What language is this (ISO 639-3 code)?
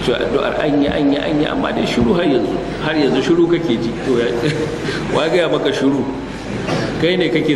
hau